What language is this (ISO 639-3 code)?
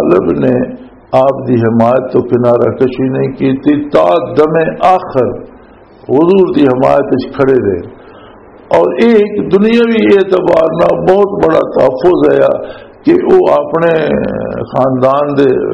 lah